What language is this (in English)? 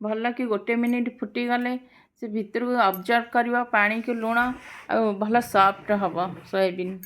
Odia